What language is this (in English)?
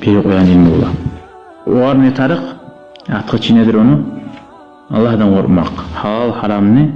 Kumyk